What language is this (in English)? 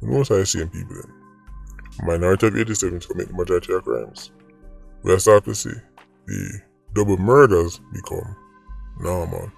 Jamaican Creole English